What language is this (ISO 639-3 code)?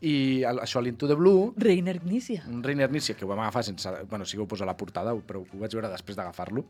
cat